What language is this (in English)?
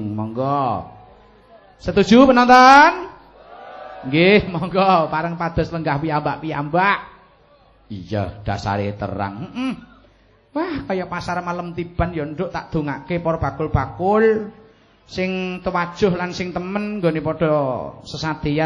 Javanese